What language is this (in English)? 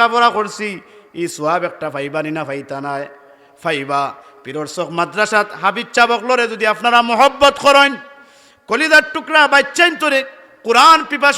Sylheti